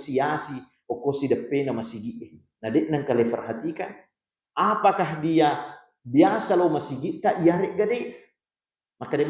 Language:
Buginese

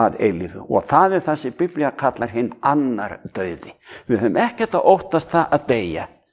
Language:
Icelandic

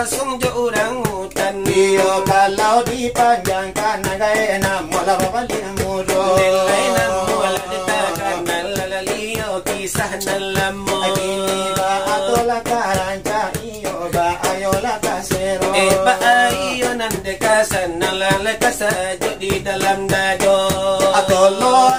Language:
Minangkabau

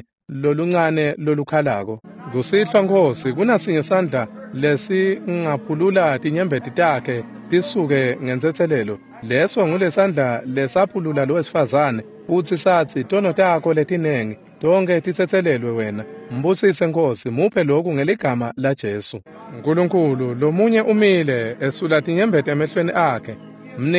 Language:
Swati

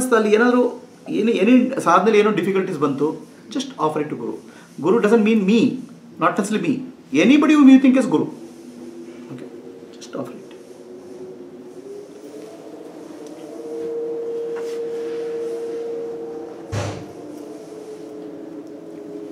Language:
Kannada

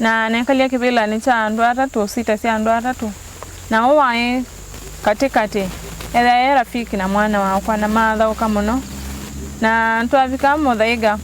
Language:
Kamba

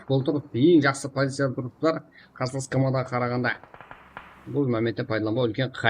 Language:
Kara-Kalpak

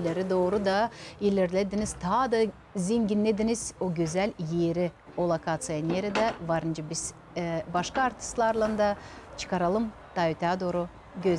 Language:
Gagauz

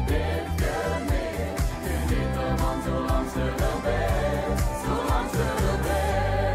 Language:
Limburgish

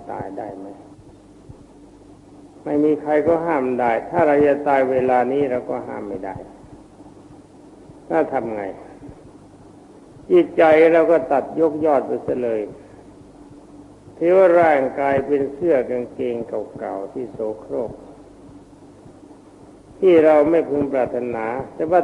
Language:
Thai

